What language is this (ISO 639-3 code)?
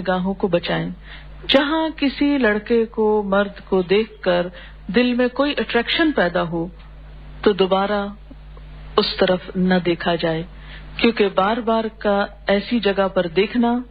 urd